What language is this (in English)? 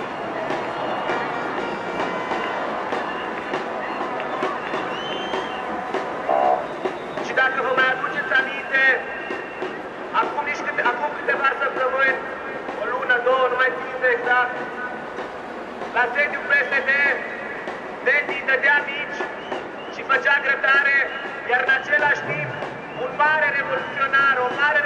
Romanian